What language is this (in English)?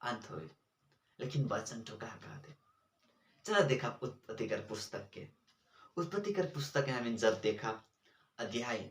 Sadri